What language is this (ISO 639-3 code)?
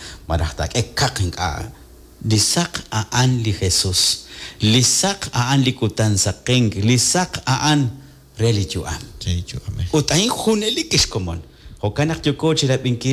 kek